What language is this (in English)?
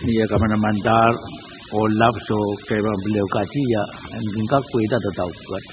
Pohnpeian